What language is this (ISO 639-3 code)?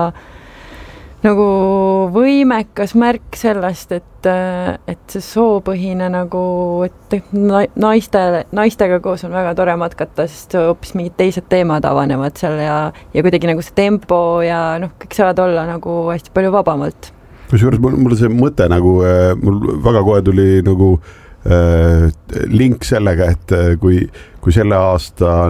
est